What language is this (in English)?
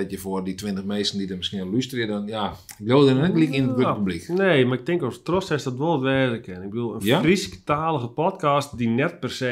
Western Frisian